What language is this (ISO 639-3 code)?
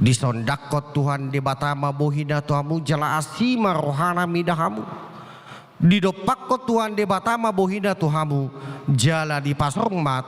bbc